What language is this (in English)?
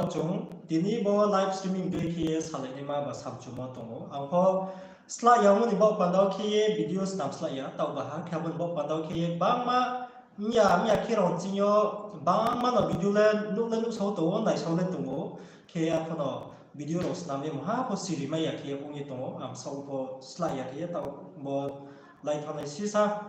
Riang (India)